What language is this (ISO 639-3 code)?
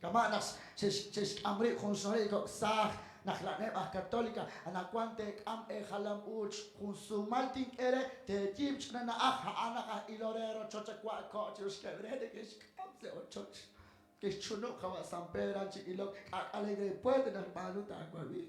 kek